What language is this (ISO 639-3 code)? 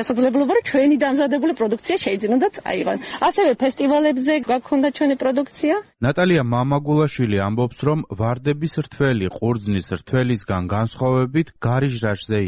kat